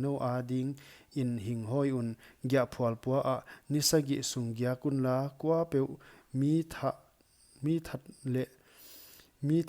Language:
Paite Chin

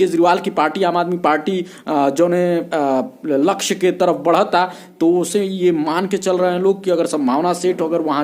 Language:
Bhojpuri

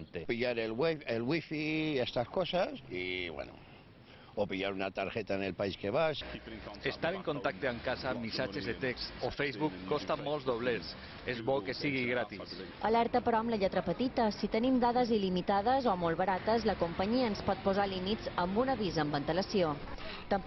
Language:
Catalan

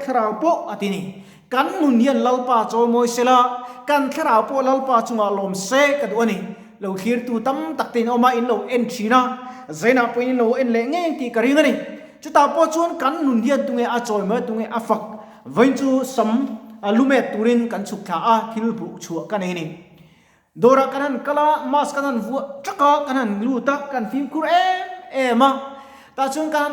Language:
Mizo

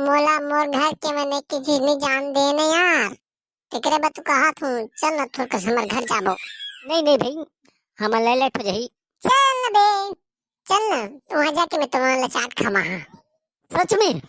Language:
Chhattisgarhi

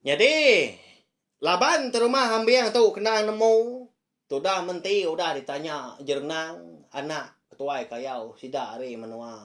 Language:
Iban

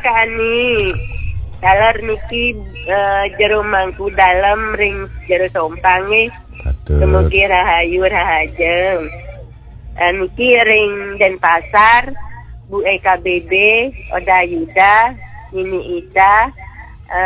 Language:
Balinese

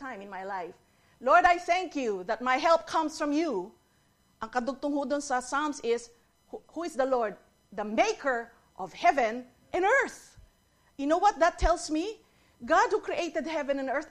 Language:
Filipino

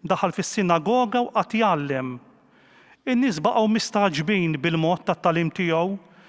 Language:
Maltese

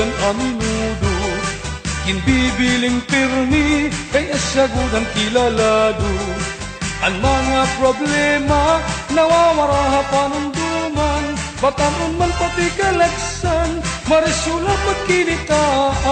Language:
Waray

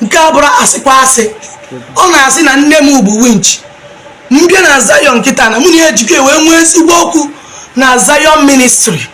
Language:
Igbo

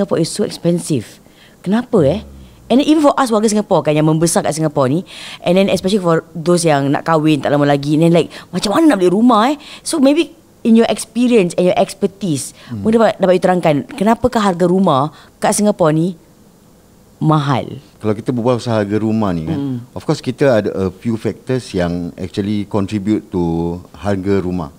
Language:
Malay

